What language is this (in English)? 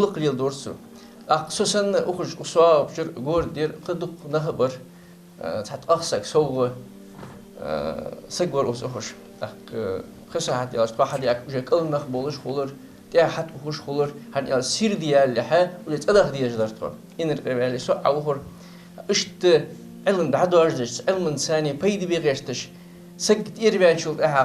Ingush